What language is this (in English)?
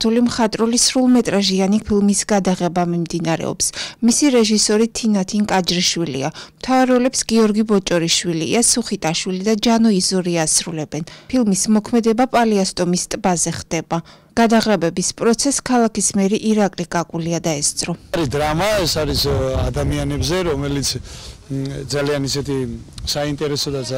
Georgian